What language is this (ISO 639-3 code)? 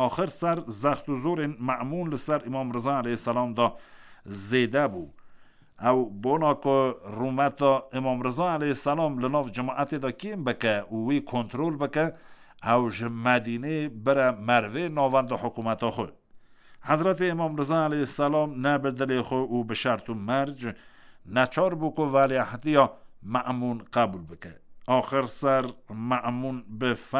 kur